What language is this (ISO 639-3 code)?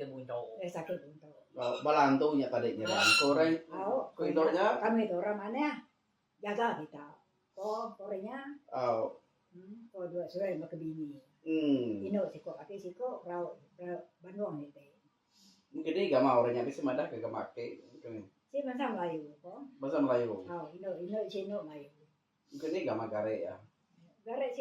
iba